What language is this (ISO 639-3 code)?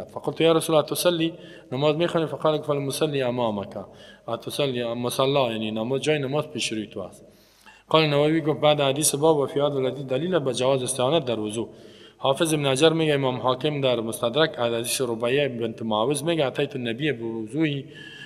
fas